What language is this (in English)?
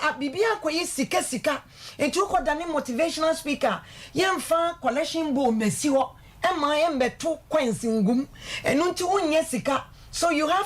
Akan